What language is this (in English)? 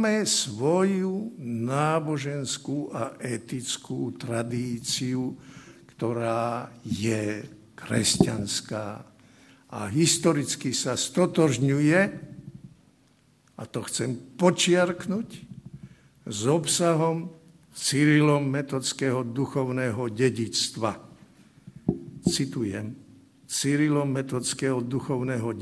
Slovak